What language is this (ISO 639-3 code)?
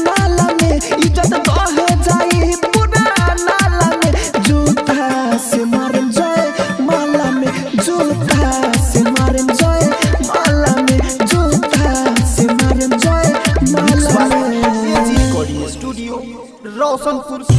bho